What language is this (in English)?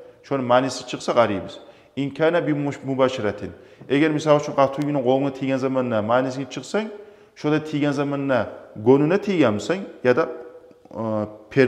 Kumyk